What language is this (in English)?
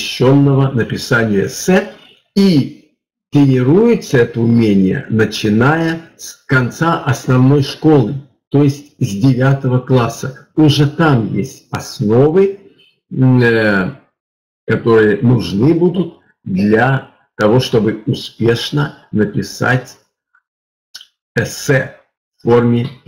Russian